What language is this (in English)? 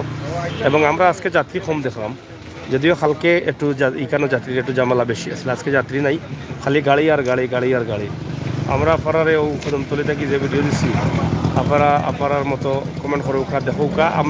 Sylheti